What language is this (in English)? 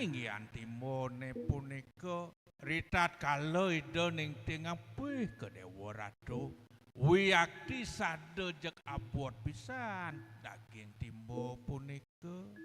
Balinese